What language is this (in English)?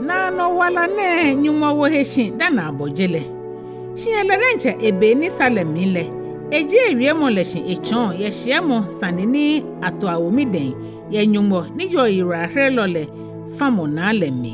Ga